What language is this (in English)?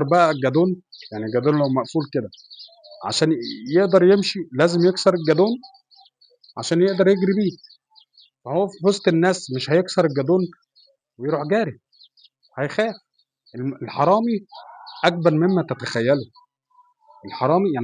Egyptian Arabic